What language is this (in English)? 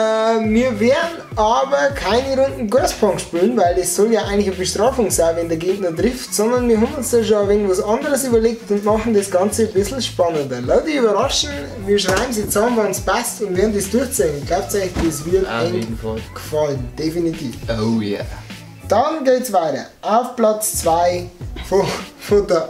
Bavarian